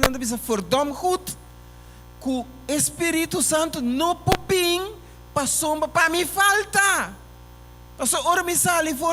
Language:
Papiamento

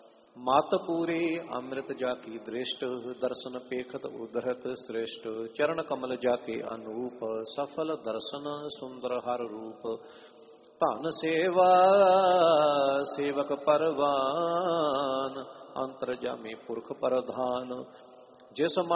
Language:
Punjabi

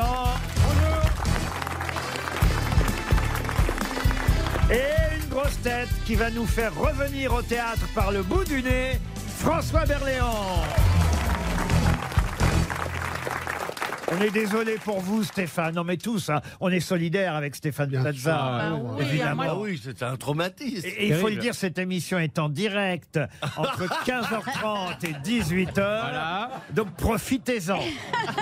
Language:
French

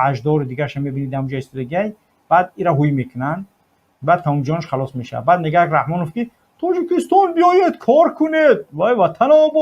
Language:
Tajik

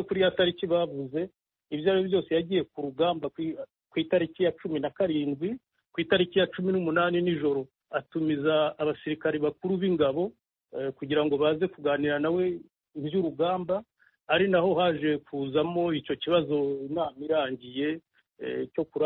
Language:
Kinyarwanda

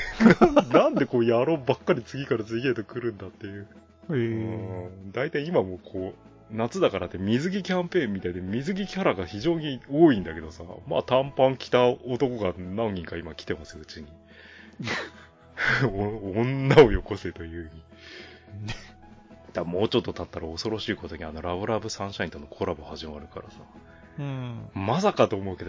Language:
Japanese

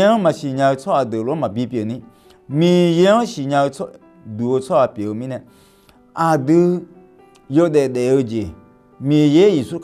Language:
Akha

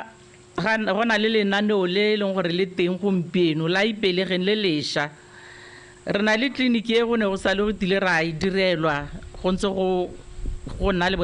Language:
Tswana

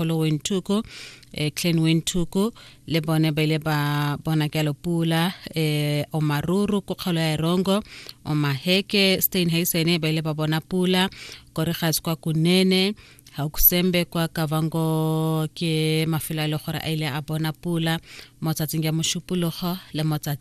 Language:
Tswana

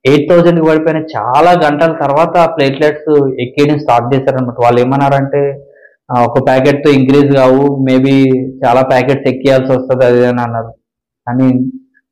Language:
Telugu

